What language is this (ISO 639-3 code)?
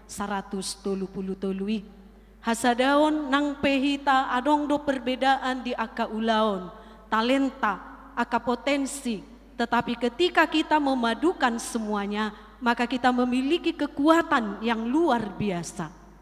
bbc